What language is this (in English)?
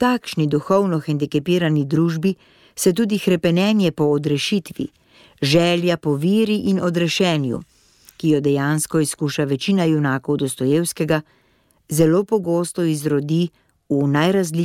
Slovenian